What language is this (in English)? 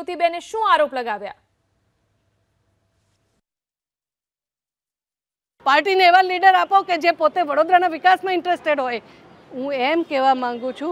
Gujarati